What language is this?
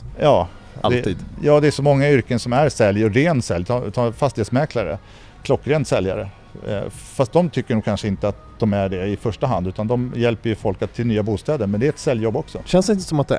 Swedish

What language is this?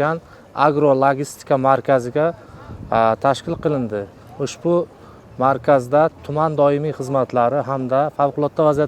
Uzbek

